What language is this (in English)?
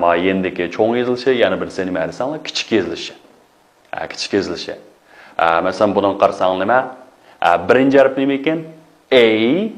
Uyghur